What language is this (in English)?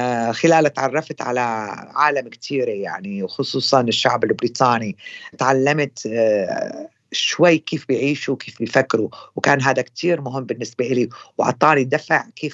North Levantine Arabic